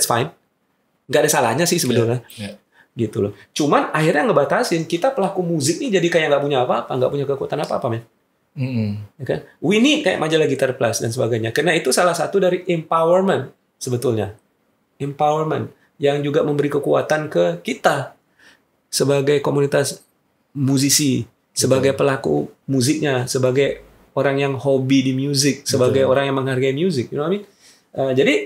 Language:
Indonesian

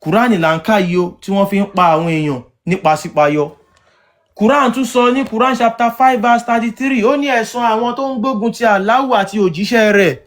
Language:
Yoruba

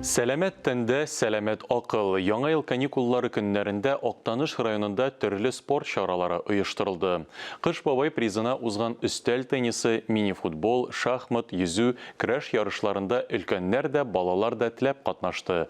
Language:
Tatar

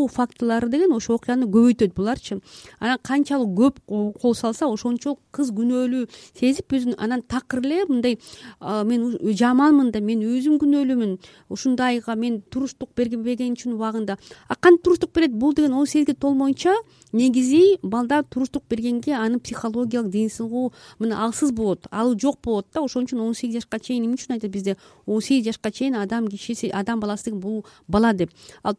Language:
Kyrgyz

